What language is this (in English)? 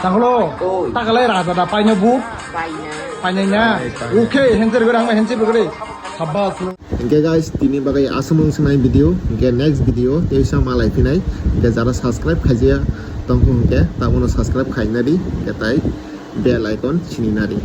Kok Borok